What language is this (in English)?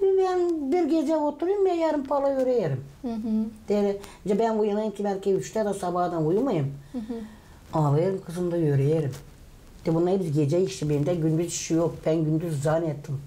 Gagauz